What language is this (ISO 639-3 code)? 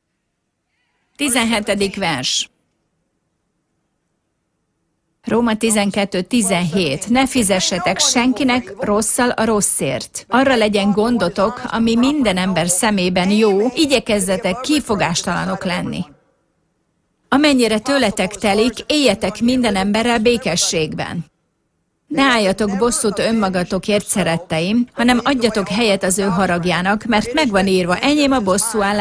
hun